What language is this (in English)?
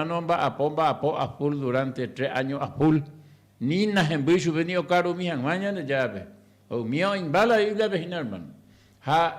Guarani